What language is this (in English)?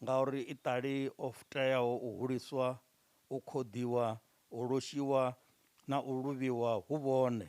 Venda